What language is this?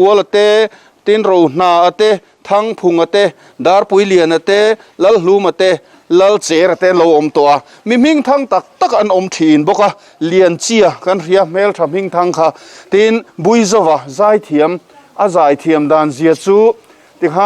Mizo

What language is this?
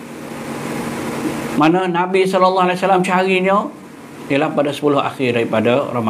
Malay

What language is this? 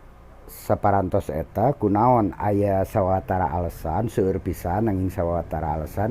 Sundanese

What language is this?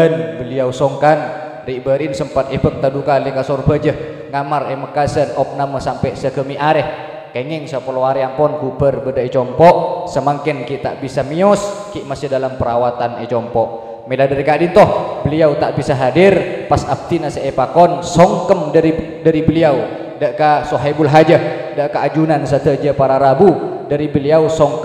Madurese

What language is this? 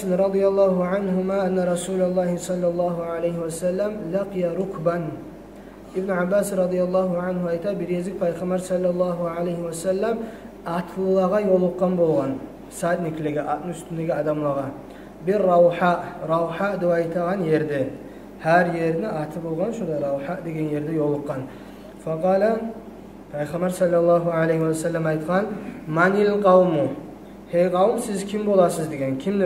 Kumyk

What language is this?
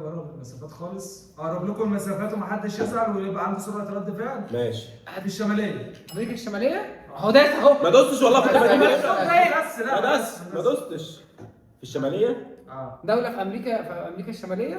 Egyptian Arabic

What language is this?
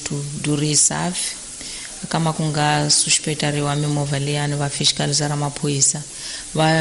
Tsonga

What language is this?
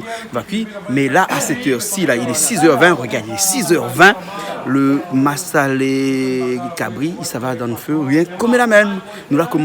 Réunion Creole French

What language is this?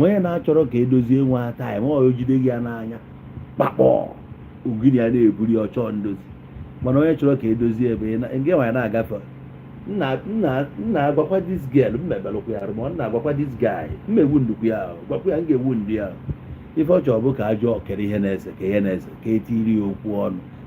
Igbo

